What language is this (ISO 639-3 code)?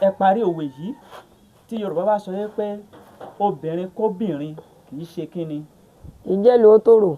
yor